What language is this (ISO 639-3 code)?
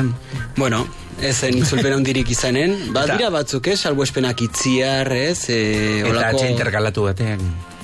eus